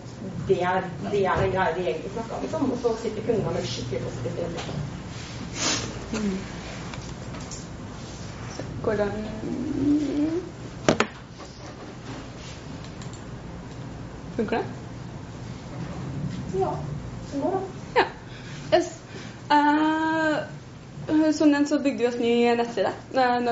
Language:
Norwegian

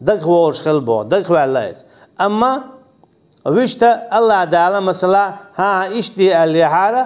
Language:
Chechen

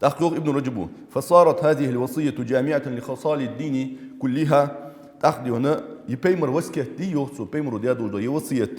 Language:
Ingush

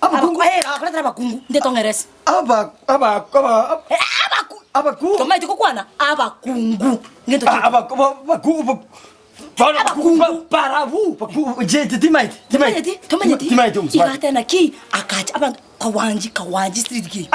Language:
Gusii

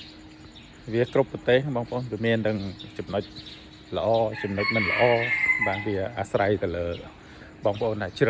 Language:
Khmer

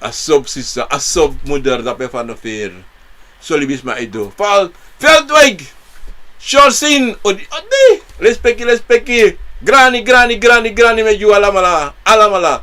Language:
Sranan Tongo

